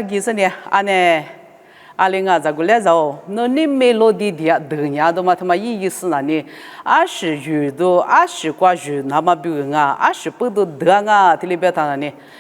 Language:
Lisu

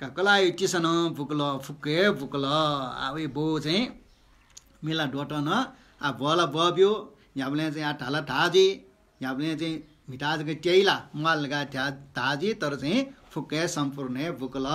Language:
Newari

